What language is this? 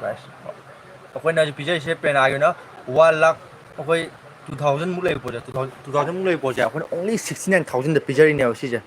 Manipuri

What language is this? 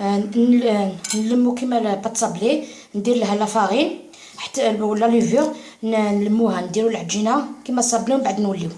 Algerian Arabic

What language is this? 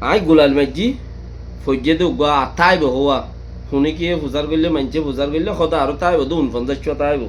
Rohingya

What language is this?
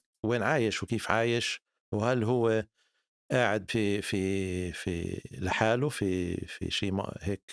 North Levantine Arabic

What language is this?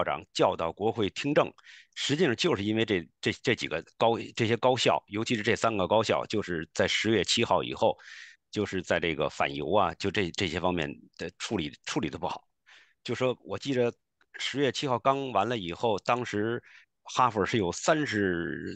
Chinese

